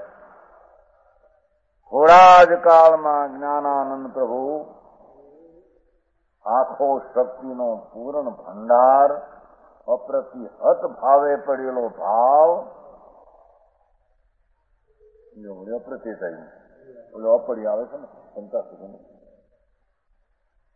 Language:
Gujarati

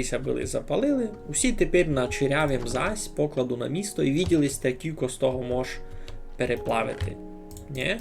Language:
Rusyn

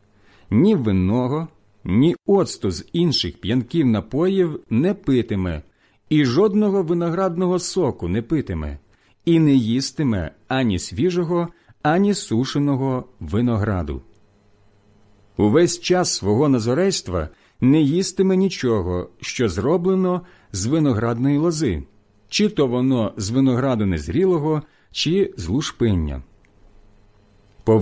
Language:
Ukrainian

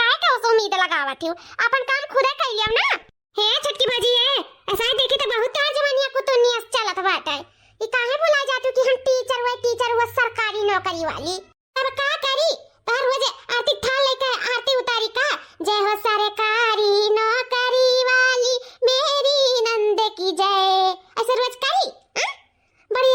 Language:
Awadhi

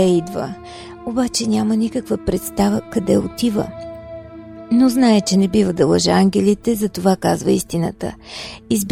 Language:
Bulgarian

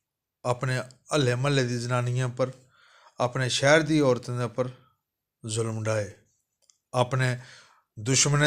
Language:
Dogri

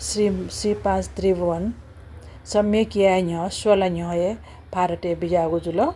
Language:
Newari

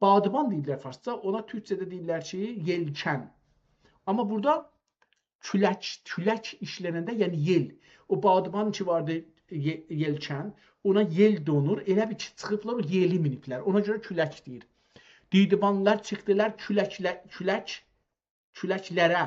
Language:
South Azerbaijani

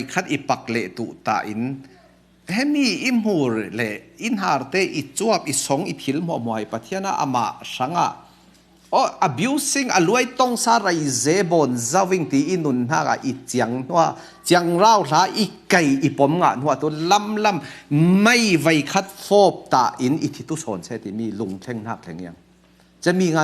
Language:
Falam Chin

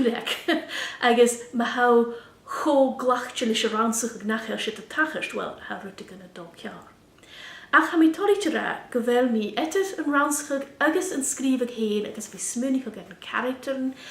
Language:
Scottish Gaelic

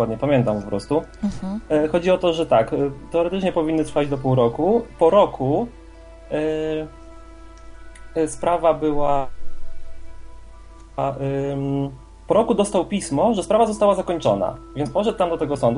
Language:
Polish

